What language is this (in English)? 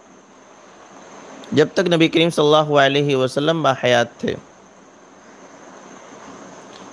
Urdu